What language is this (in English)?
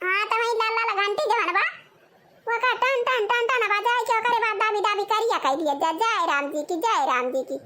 Awadhi